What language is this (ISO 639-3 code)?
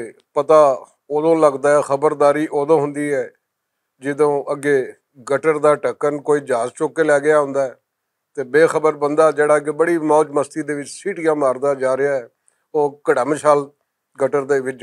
lah